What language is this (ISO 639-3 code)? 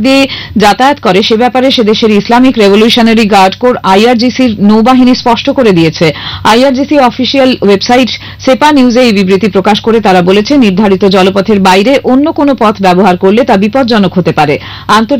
ben